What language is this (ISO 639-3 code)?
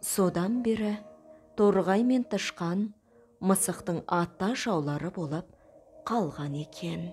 kaz